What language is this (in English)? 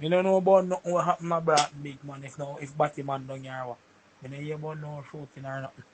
Jamaican Creole English